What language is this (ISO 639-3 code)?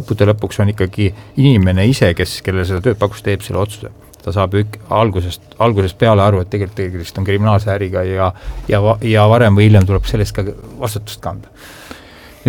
est